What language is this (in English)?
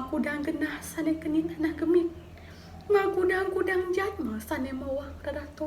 Balinese